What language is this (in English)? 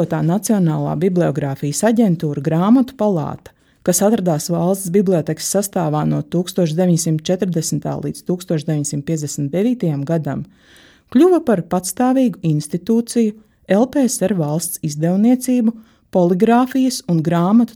Latvian